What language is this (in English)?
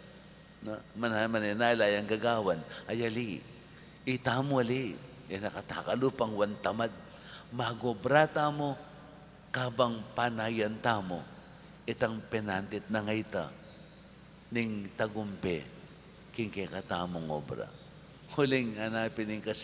Pampanga